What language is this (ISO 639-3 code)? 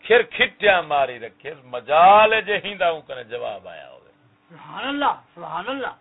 skr